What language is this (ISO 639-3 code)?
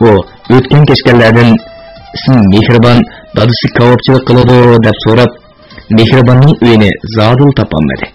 uig